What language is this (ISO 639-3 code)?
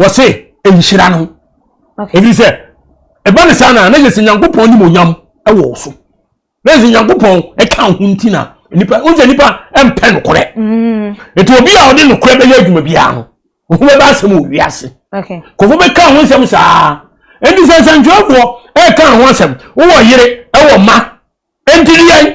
aka